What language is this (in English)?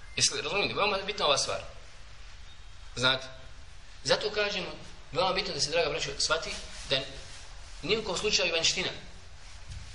Bosnian